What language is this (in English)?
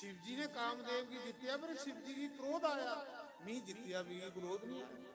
Dogri